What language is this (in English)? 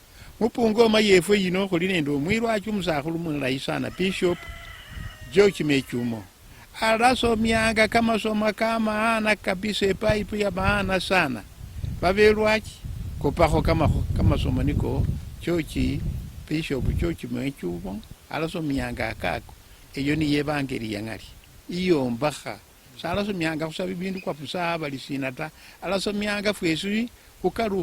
Luyia